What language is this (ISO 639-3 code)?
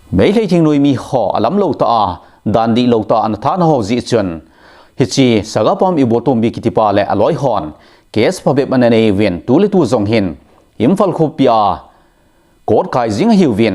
tcz